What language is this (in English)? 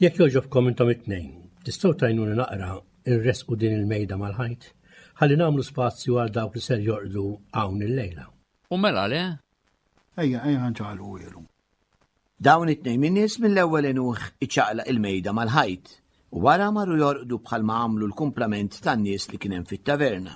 Maltese